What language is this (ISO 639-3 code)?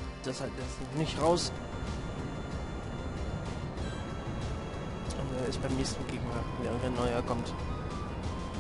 deu